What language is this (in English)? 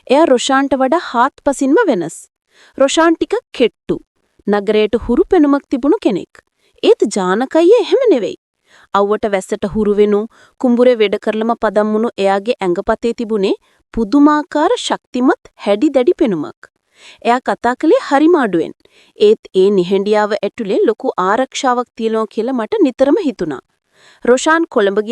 Sinhala